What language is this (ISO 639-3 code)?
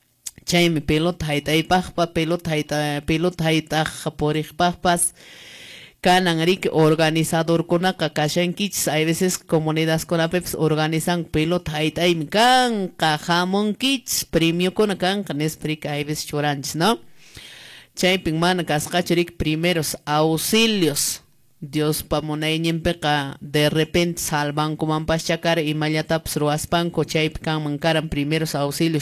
que